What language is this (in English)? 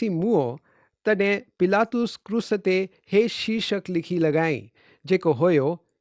Sindhi